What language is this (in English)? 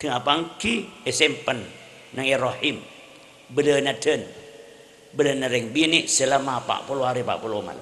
Madurese